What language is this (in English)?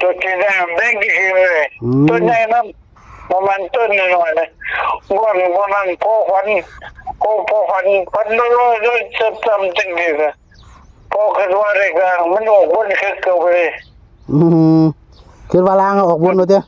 Northeastern Thai